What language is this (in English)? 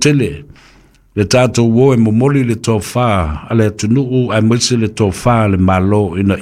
Samoan